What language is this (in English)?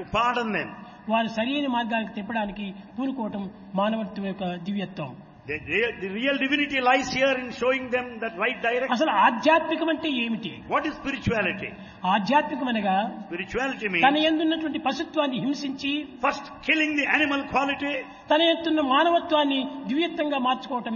Telugu